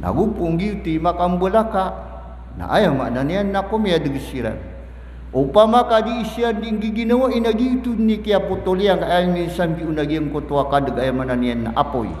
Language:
Maranao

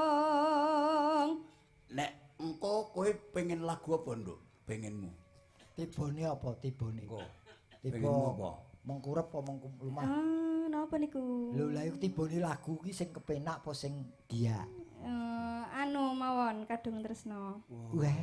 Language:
Javanese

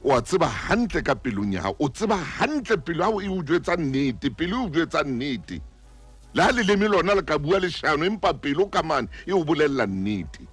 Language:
Southern Sotho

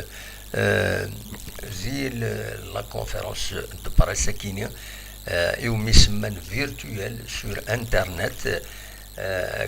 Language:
Kabyle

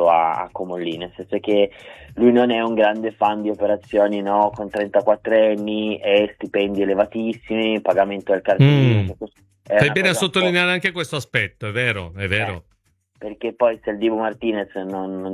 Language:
Italian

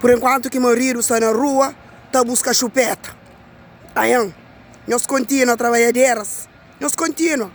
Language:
Kabuverdianu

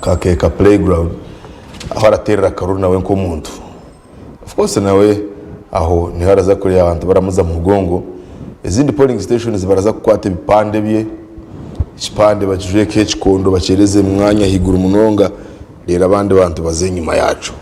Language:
Nyankole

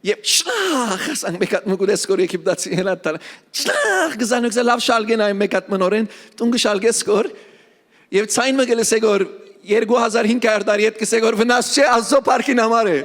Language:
Western Armenian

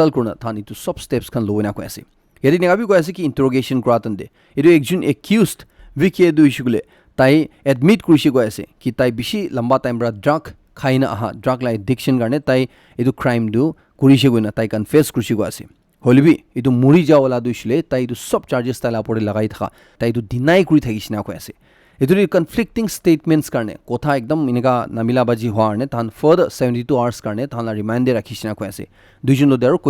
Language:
Naga Pidgin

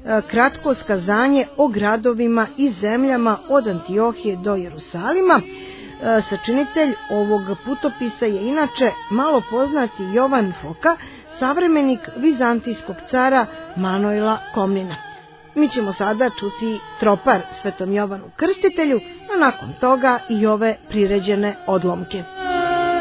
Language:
Serbian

